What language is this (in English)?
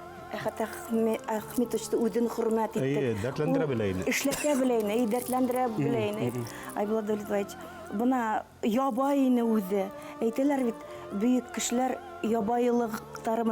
Bashkir